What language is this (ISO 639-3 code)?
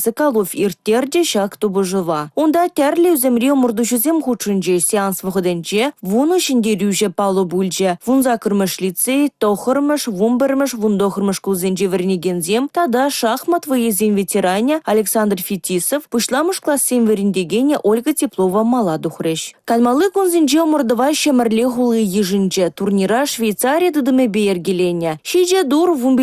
chv